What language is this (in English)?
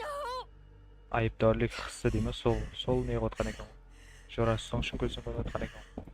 Kara-Kalpak